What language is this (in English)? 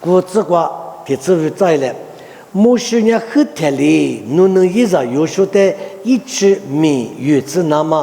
Lisu